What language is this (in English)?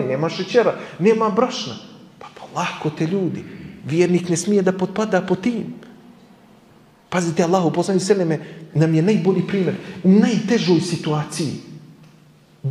Bosnian